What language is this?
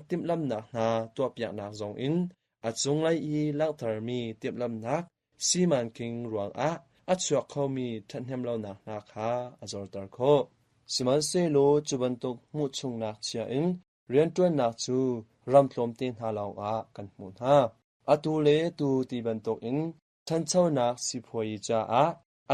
Hakha Chin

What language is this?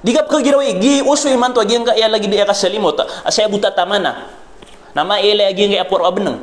Maranao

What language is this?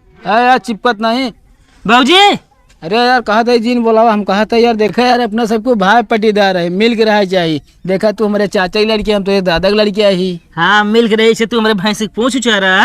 Awadhi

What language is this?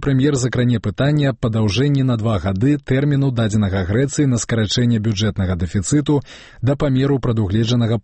Belarusian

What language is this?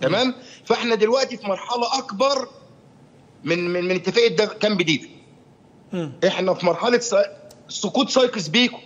Egyptian Arabic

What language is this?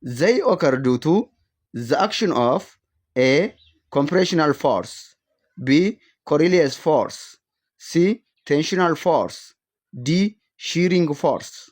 English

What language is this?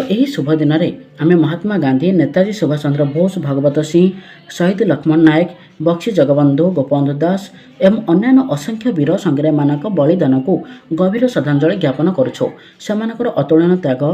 Odia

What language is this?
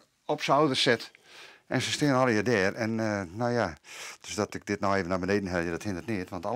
Western Frisian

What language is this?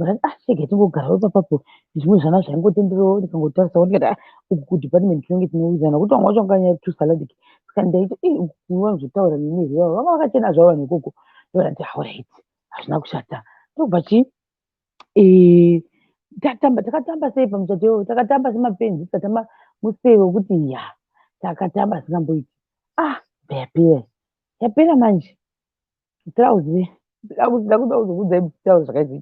Shona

